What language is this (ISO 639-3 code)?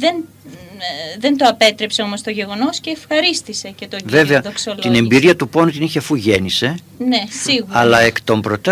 ell